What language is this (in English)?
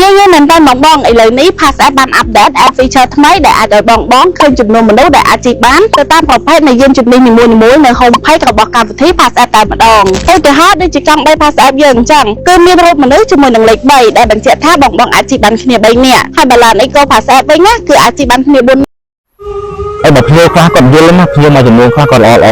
Khmer